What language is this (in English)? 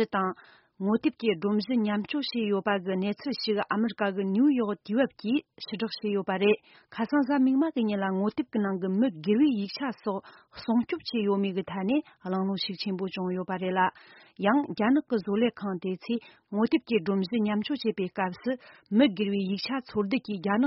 Tibetan